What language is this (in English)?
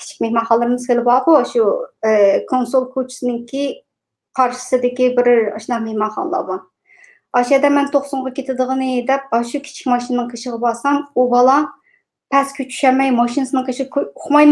Uyghur